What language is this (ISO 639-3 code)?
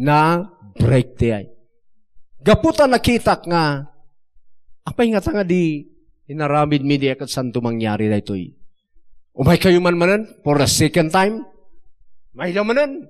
ilo